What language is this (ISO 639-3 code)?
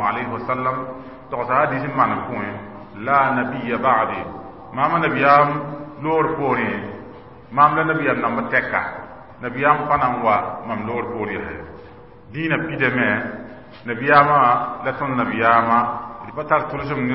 mos